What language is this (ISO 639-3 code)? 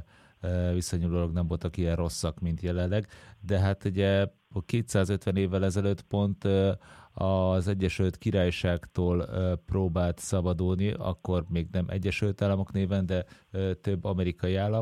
hun